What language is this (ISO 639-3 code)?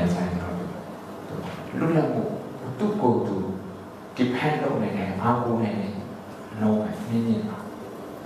mya